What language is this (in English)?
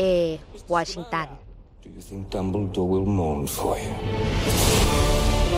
Thai